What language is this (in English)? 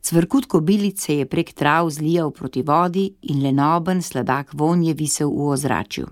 Slovenian